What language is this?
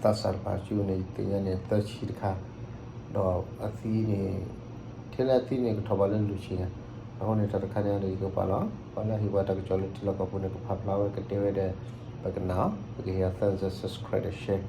S'gaw Karen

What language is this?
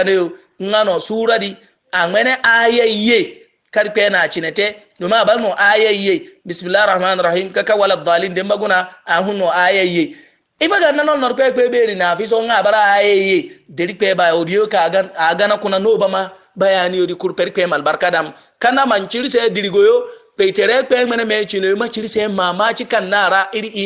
Yoruba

